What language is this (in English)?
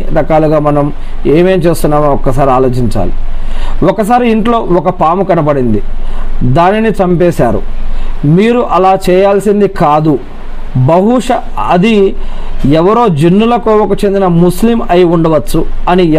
Telugu